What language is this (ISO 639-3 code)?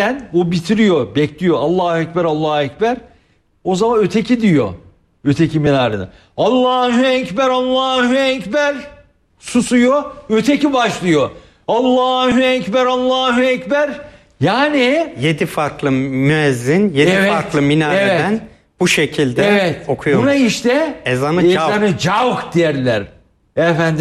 tur